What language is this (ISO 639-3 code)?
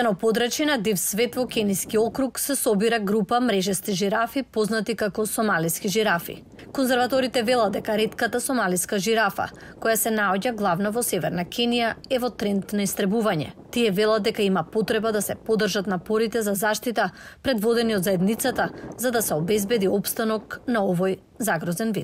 mkd